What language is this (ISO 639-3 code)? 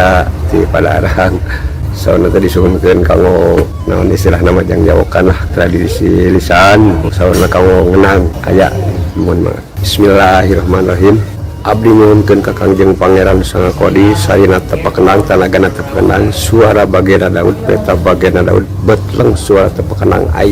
sun